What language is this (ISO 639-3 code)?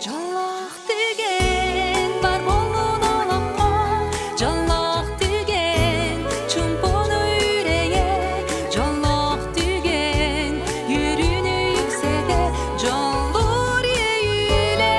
sah